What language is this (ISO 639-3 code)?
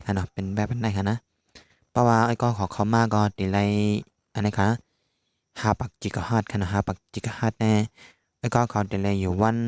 shn